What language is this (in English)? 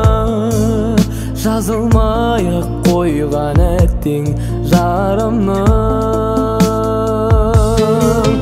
Kazakh